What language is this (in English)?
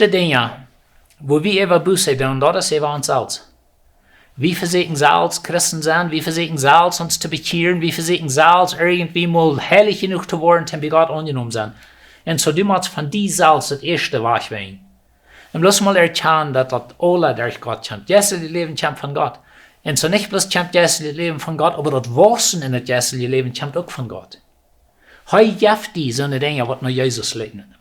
Plautdietsch